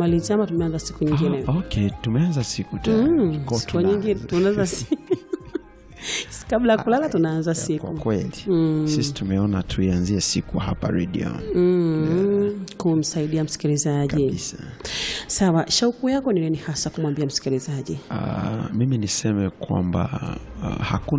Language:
Swahili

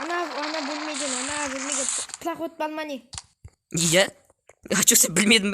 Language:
Kazakh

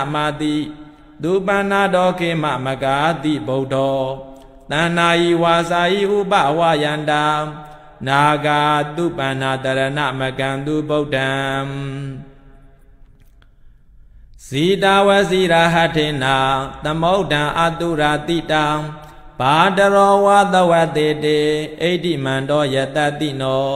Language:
Burmese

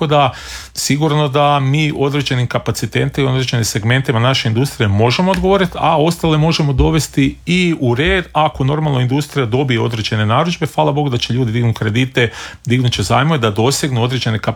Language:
Croatian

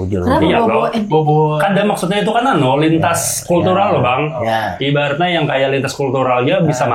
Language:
Banjar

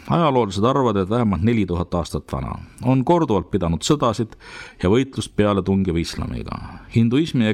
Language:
Estonian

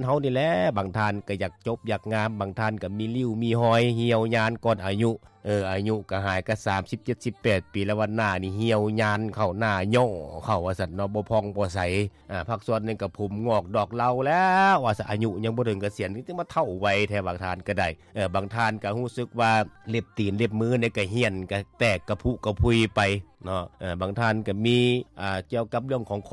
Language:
Lao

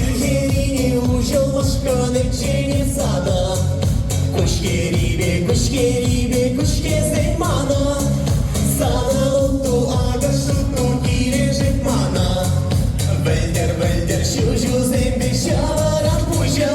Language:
Chuvash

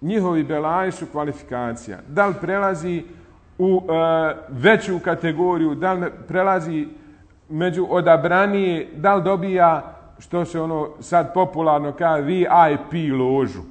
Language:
Bosnian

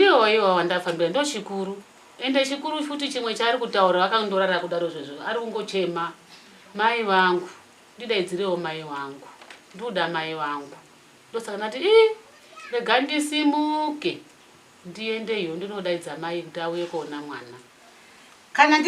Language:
Shona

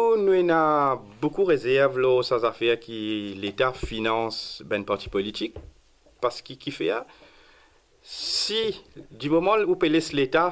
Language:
Morisyen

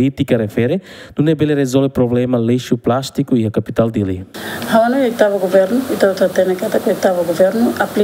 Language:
Tetum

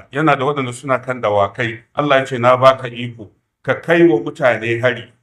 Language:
Hausa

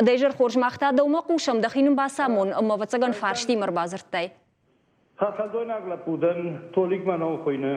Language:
Ossetic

